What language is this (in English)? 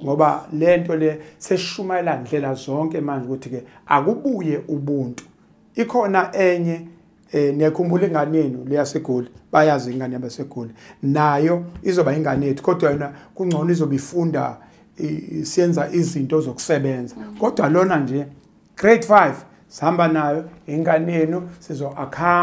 Zulu